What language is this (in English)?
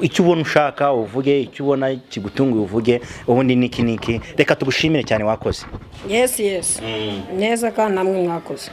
Kinyarwanda